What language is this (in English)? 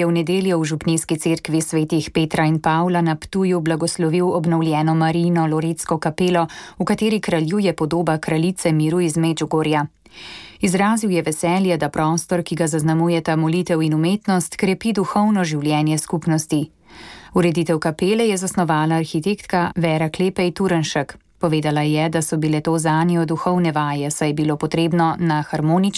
Slovenian